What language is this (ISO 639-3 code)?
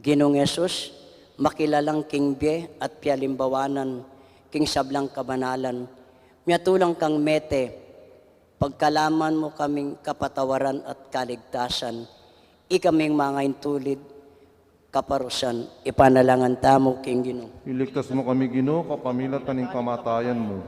pam